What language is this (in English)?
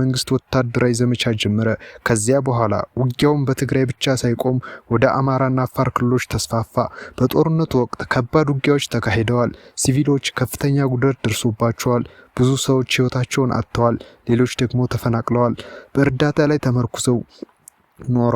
Amharic